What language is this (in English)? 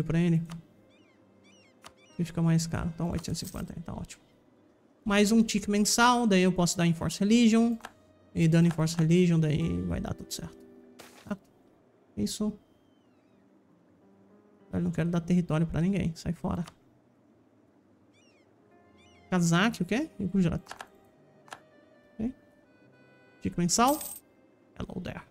Portuguese